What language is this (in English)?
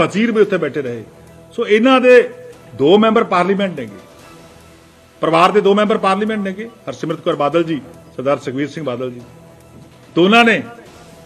Punjabi